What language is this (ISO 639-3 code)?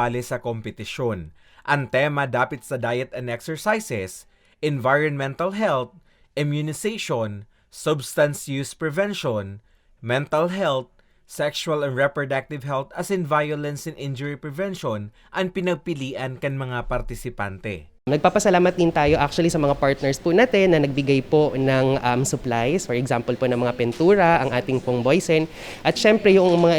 bik